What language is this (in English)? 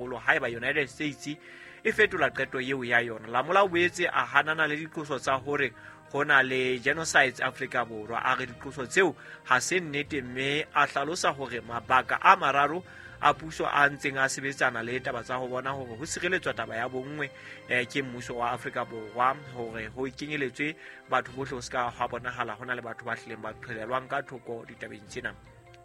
Southern Sotho